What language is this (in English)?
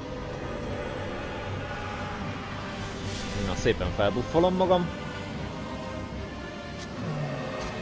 Hungarian